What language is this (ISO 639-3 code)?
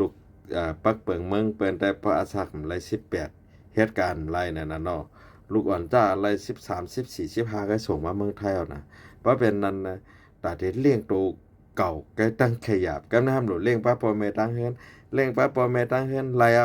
shn